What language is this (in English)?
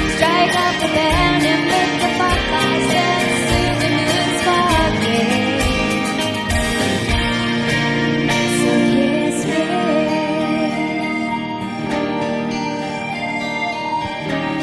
English